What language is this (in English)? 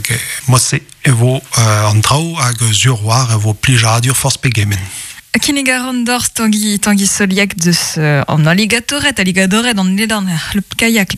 Breton